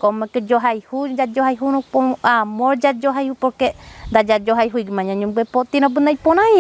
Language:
Guarani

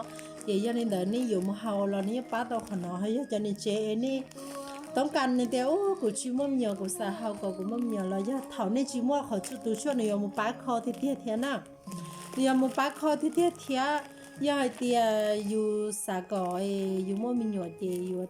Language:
Hmong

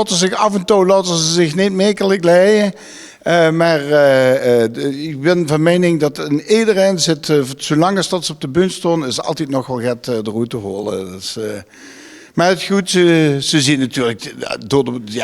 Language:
Limburgish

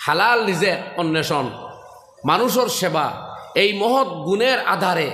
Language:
Sylheti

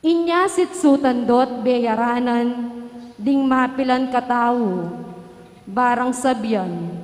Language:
Pampanga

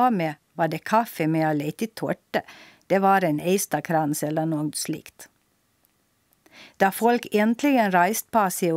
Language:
Swedish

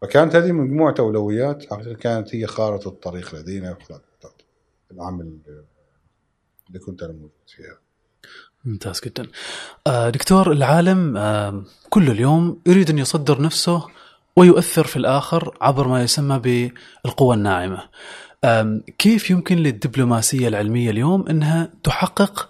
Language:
Gulf Arabic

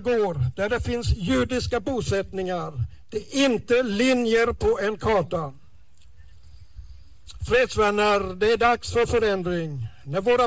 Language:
Swedish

